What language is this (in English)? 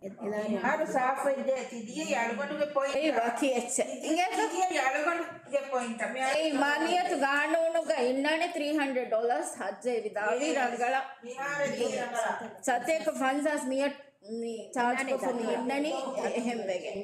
Divehi